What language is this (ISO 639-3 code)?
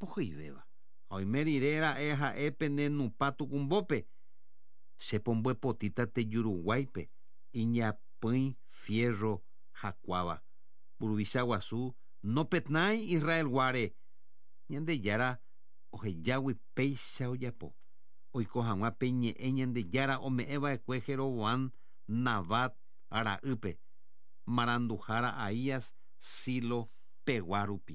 grn